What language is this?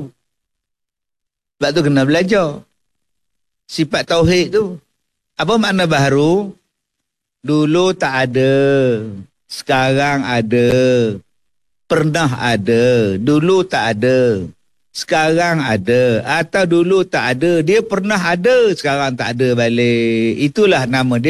Malay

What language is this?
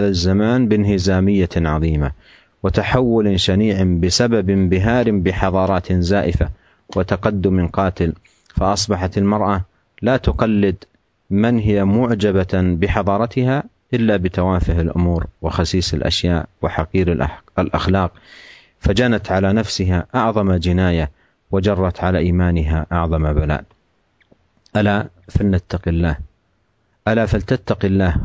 Arabic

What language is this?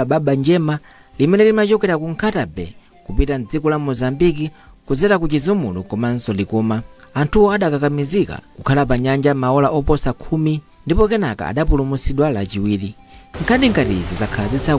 Nyanja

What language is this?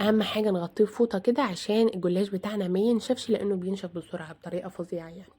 Egyptian Arabic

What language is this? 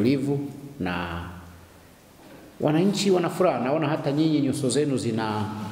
Swahili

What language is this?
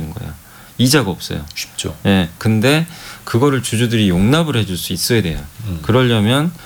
Korean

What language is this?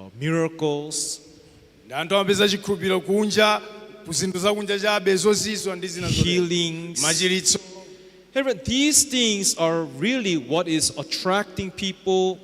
Nyanja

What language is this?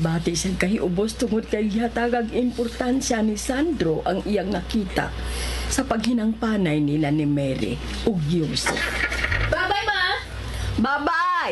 Cebuano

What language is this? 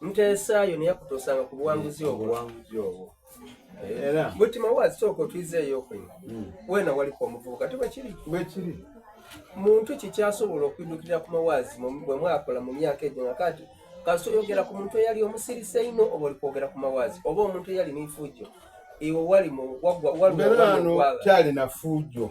Soga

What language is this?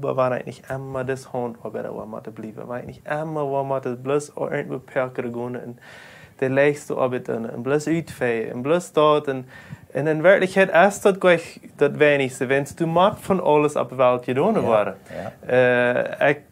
Plautdietsch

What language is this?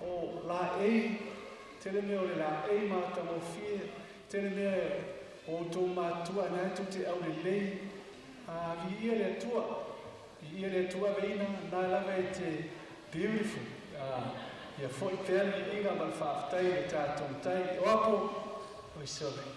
Samoan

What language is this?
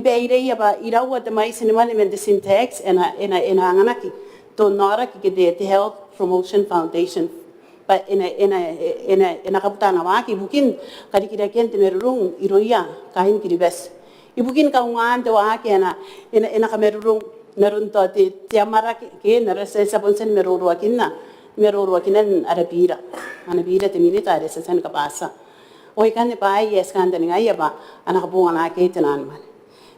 Gilbertese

